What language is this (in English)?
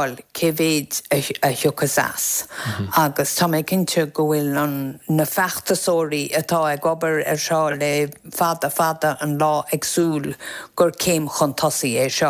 Irish